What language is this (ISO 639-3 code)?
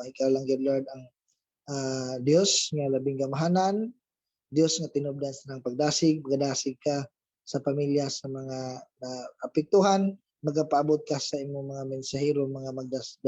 ceb